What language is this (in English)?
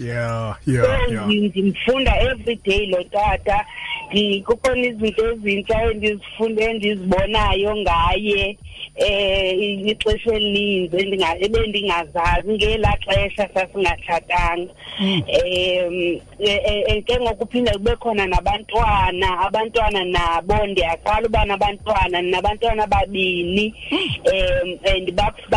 Xhosa